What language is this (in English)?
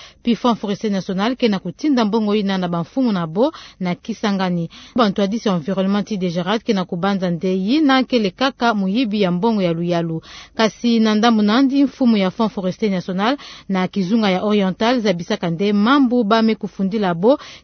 Kituba (Democratic Republic of Congo)